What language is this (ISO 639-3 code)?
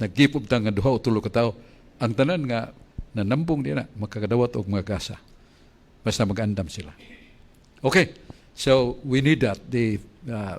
ceb